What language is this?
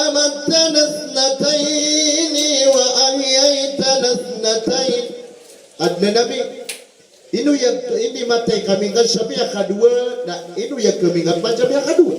Maranao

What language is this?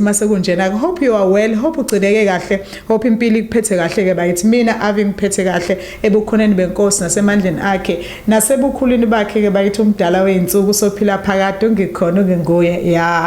Zulu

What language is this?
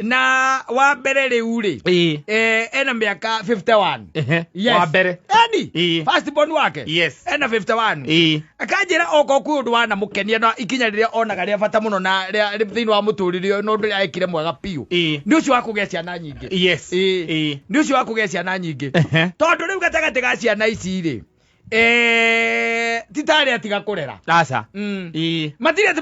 Kikuyu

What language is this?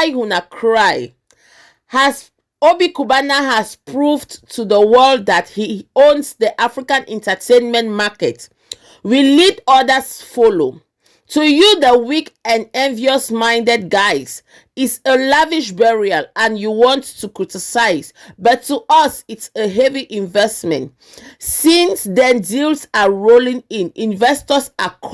Nigerian Pidgin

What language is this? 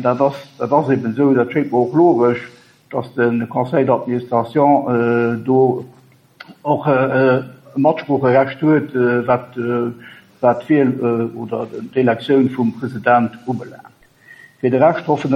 Luxembourgish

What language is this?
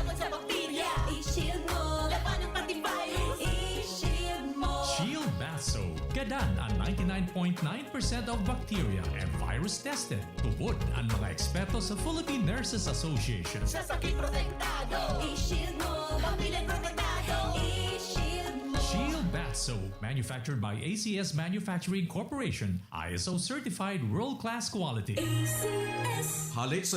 Bikol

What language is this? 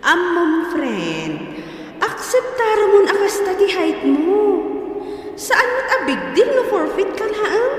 Iloko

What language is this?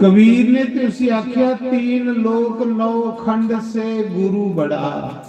Dogri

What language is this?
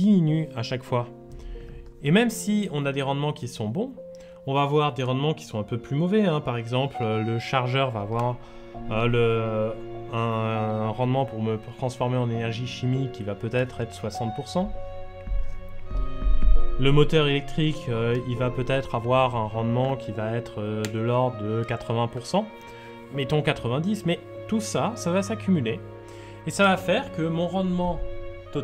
French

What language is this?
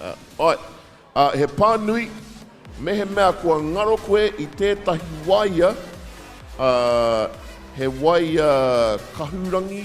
Māori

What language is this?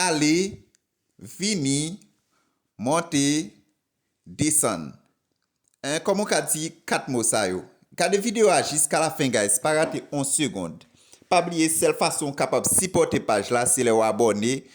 Haitian Creole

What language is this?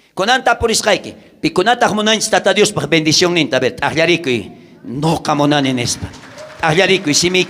South Bolivian Quechua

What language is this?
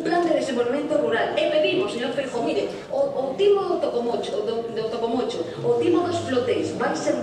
Galician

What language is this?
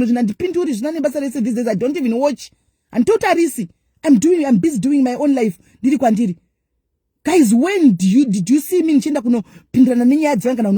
Shona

